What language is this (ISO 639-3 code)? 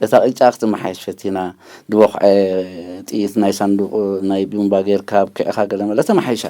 tir